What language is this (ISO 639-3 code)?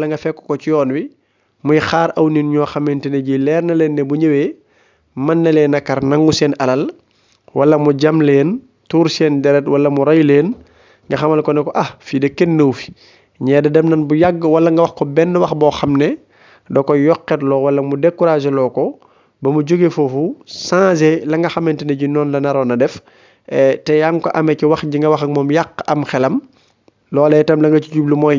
wol